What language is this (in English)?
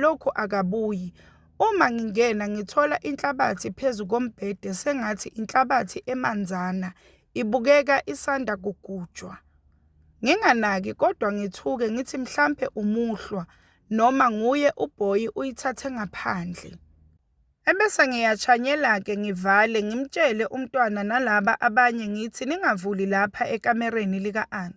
Zulu